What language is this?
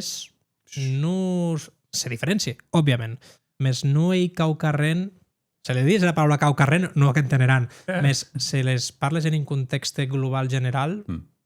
Occitan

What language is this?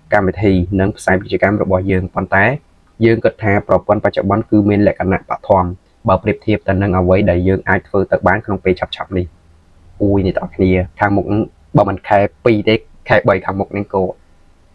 Khmer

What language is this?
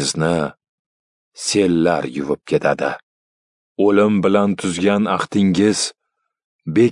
Uzbek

